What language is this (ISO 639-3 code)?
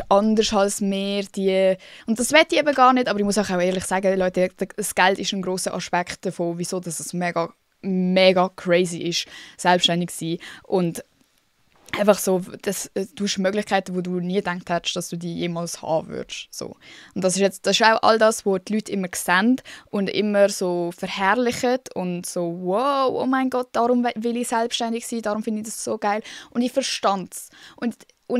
gsw